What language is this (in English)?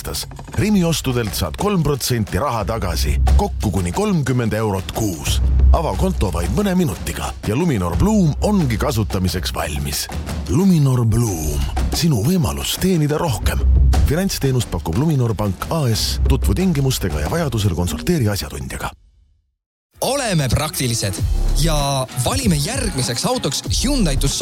Estonian